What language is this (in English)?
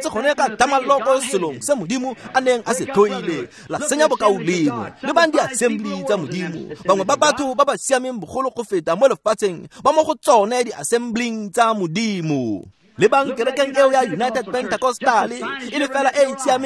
Tswana